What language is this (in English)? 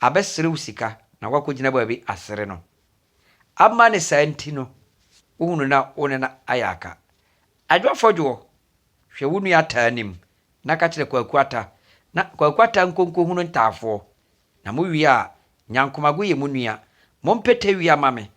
Akan